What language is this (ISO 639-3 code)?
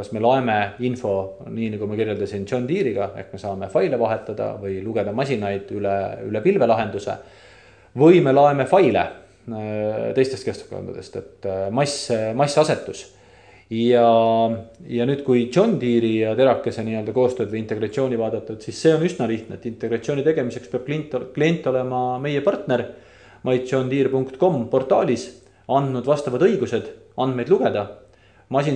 est